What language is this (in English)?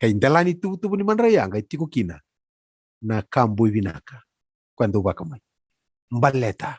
Fijian